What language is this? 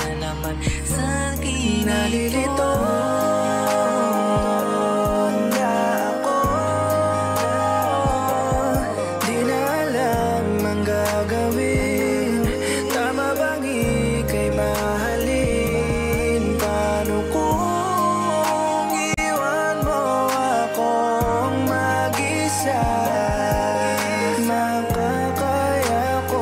Filipino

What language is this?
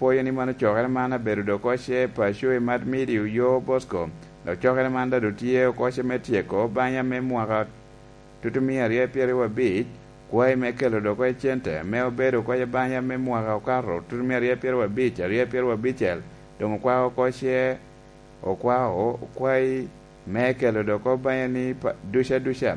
Lango (Uganda)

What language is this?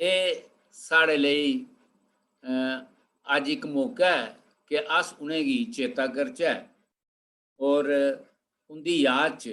Dogri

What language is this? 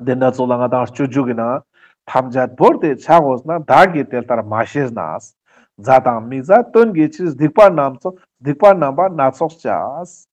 Ladakhi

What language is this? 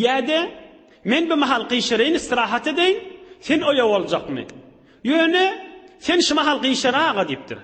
Turkmen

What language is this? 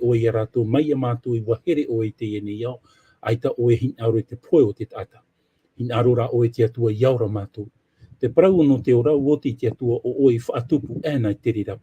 Tahitian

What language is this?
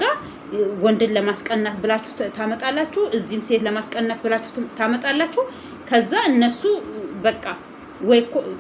Amharic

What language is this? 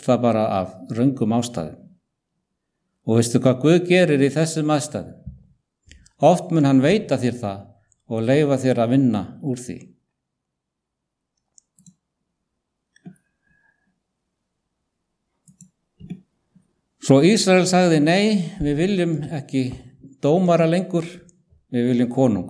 Icelandic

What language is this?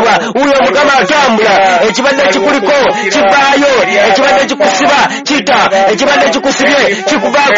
Ganda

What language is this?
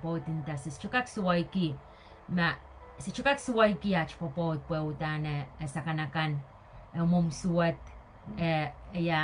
Pohnpeian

